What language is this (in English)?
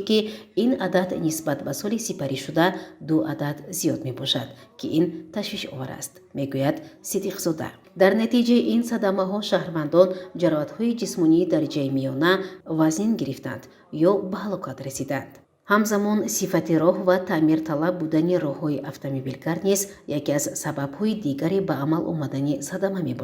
Tajik